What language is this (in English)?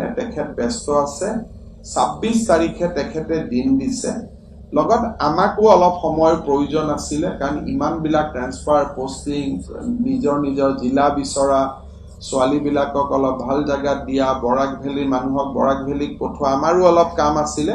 Assamese